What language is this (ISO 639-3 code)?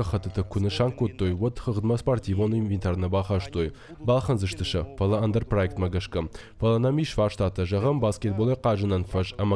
oss